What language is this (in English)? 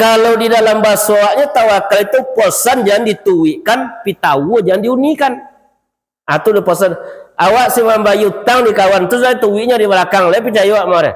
Minangkabau